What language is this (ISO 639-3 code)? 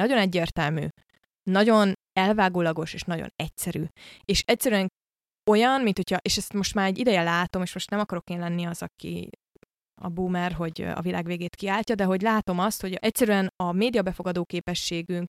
hun